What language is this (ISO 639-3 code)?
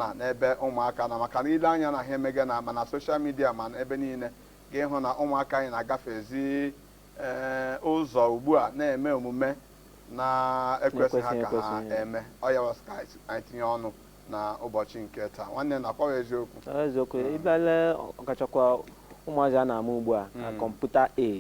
ibo